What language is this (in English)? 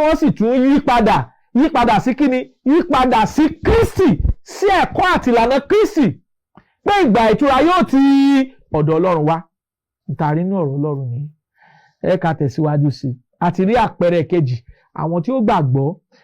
Yoruba